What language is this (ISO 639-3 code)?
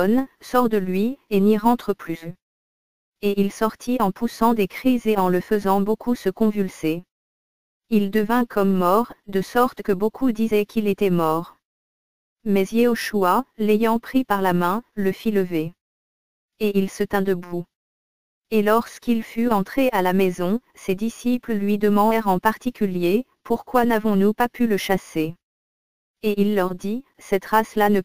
fra